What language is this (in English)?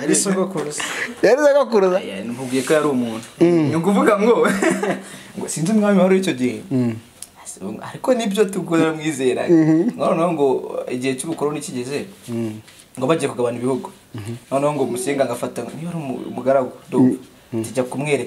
Kinyarwanda